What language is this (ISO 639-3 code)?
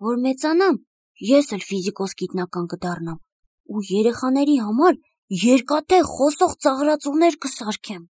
hye